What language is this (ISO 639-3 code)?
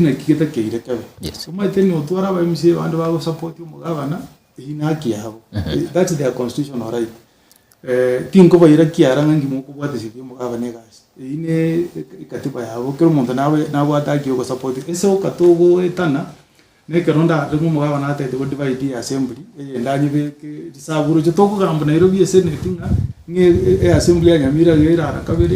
guz